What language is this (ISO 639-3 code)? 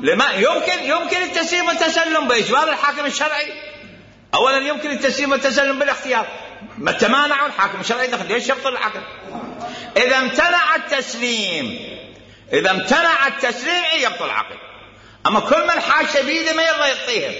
acm